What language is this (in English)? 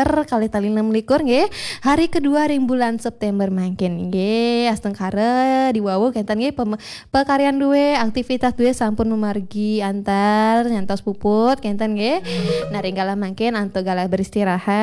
Balinese